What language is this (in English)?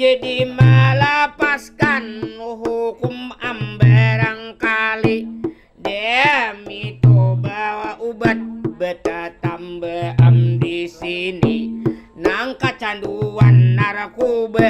Banjar